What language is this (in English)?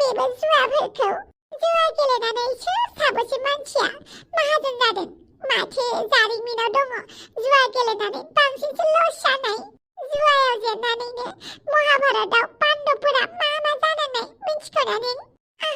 Bodo